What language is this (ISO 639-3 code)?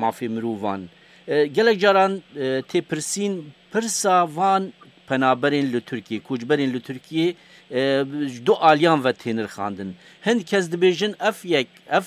kur